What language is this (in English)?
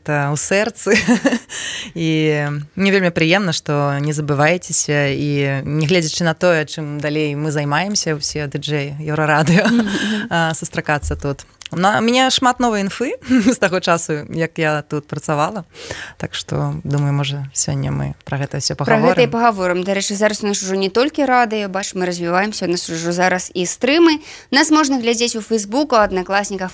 Belarusian